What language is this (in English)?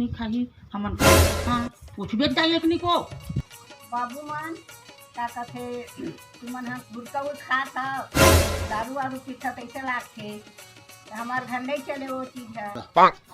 Chhattisgarhi